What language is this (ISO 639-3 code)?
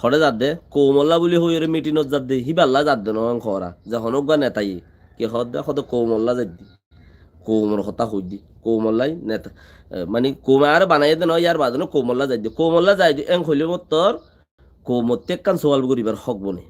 rhg